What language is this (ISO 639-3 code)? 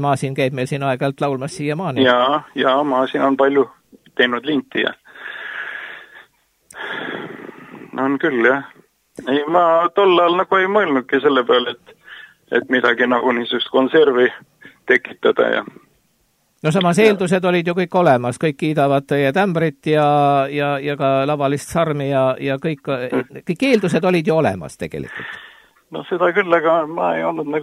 est